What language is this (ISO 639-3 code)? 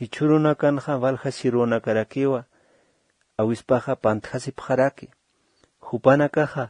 aym